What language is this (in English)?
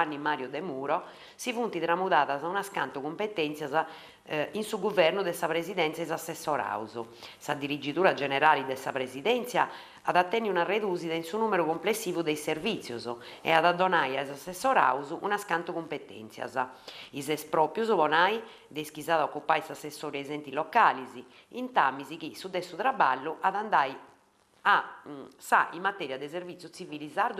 Sardinian